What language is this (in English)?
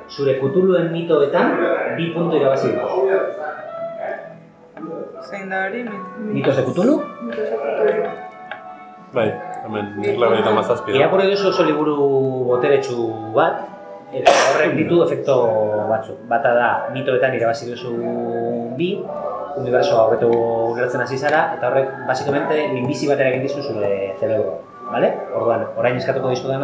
Basque